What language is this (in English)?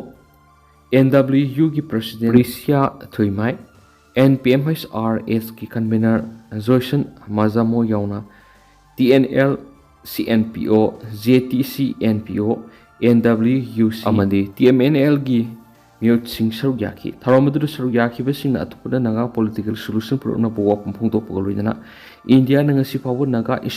Manipuri